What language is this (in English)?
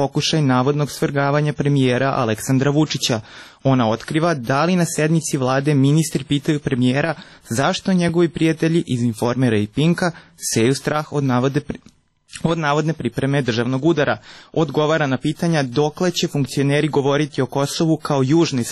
Serbian